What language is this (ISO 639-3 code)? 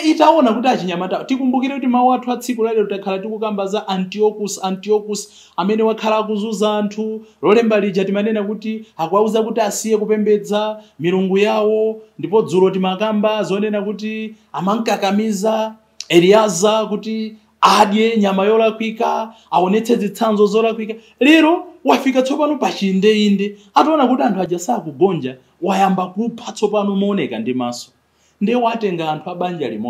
nya